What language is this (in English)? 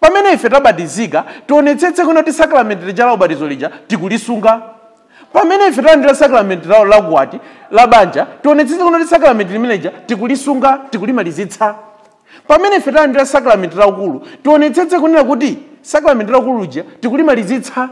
Nyanja